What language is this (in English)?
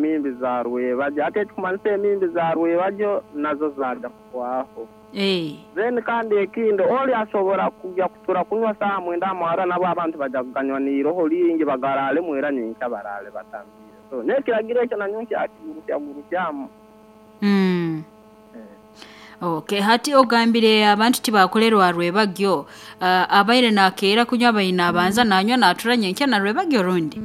Nyoro